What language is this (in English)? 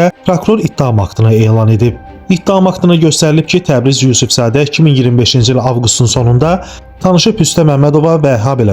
Azerbaijani